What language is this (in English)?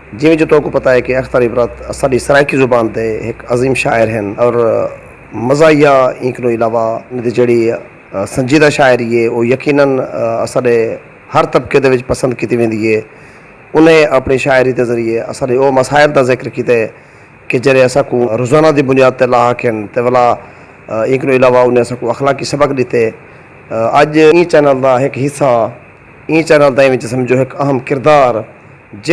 Saraiki